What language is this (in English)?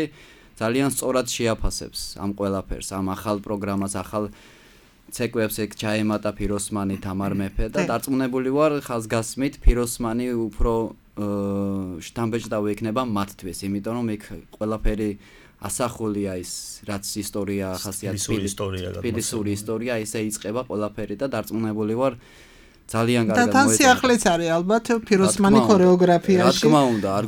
Georgian